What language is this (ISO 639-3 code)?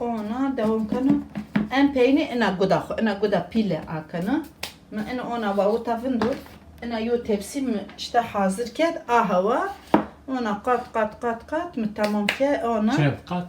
zza